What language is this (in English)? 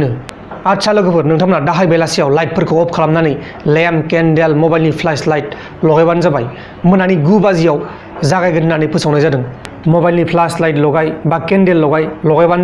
Bodo